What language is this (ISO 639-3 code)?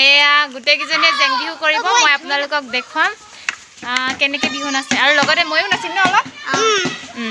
asm